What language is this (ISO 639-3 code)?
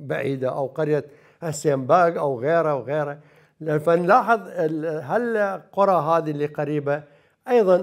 acm